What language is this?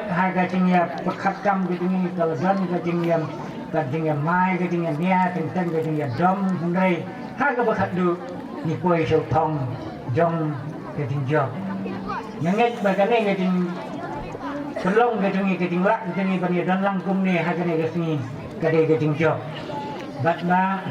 Khasi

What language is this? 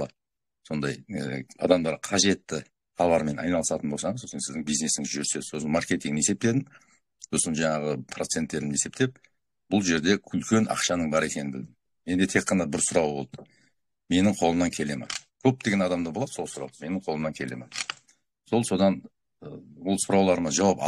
Kazakh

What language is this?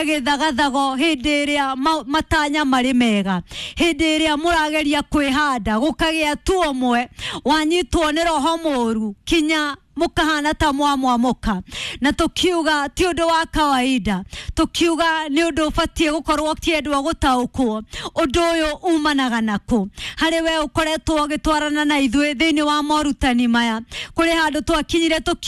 Kikuyu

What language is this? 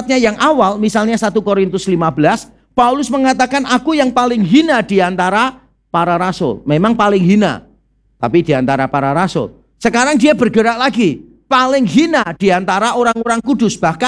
Indonesian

